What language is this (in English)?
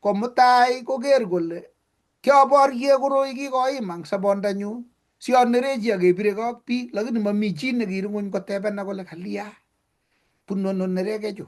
Kalenjin